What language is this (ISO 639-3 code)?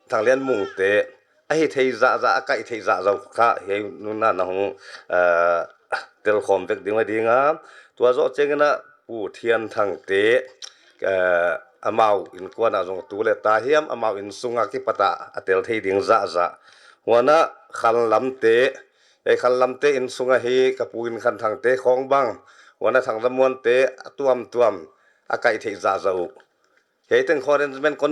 pck